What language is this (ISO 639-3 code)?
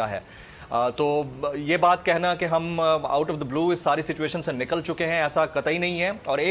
urd